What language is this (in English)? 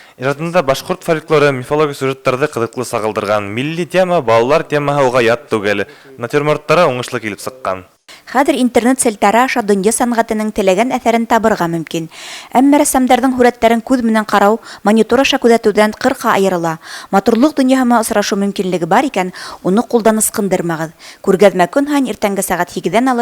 Bashkir